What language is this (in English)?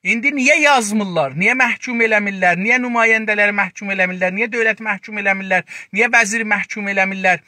South Azerbaijani